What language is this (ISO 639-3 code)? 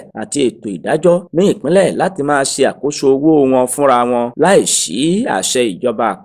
yor